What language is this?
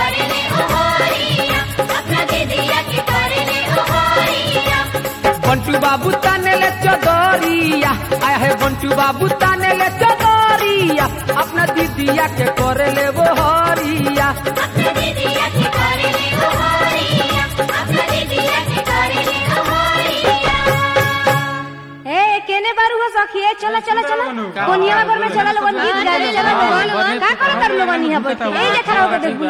Bhojpuri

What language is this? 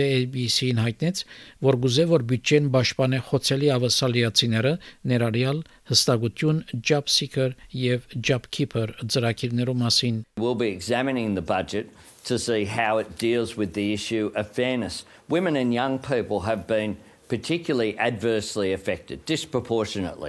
Armenian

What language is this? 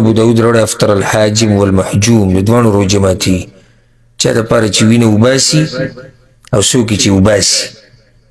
Pashto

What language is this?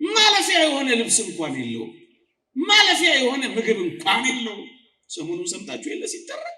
Amharic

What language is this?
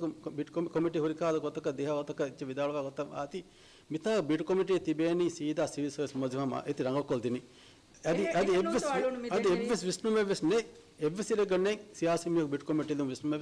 Divehi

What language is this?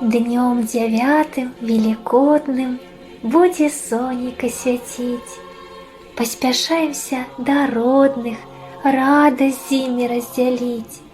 Belarusian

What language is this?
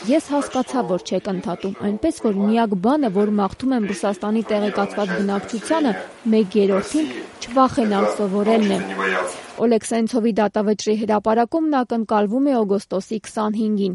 Armenian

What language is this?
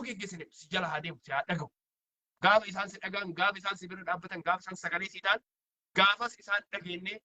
Oromo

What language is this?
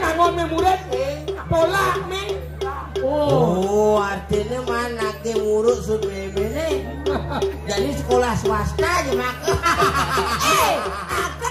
Balinese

